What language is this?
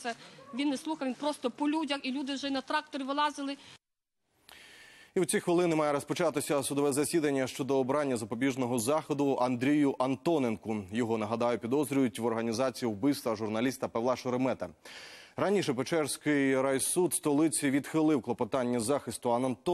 Ukrainian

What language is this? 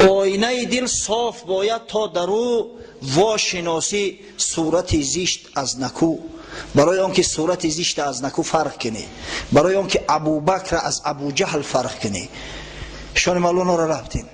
Tajik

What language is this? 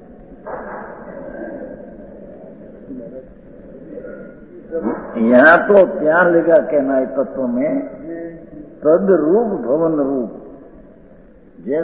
Hindi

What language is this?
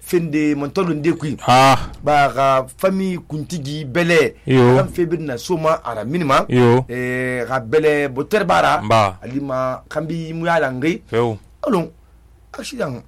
Susu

